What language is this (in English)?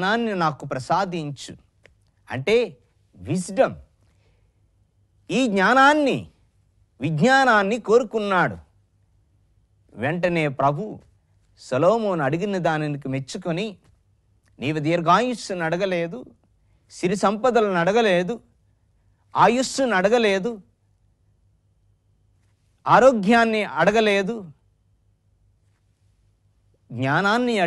Telugu